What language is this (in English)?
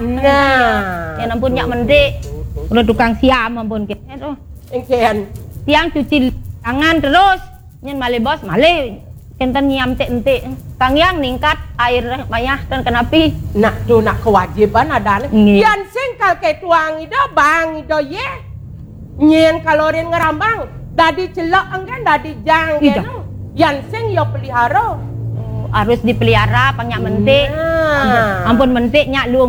Balinese